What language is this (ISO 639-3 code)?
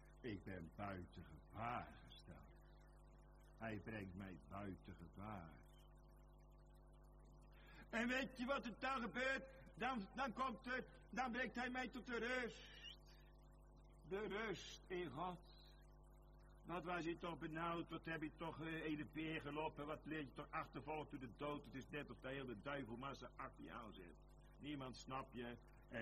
nld